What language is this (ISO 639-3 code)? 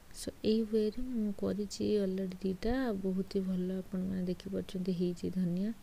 ori